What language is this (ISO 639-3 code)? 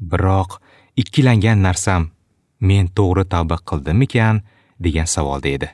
uzb